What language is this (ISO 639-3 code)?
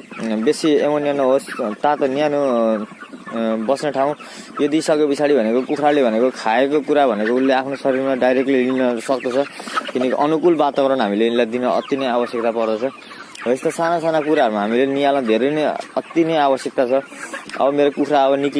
nep